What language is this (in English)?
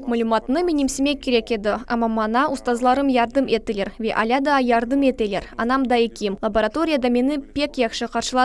Crimean Tatar